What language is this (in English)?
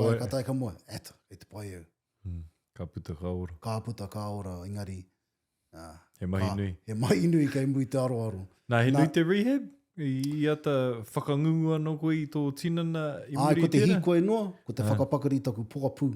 Māori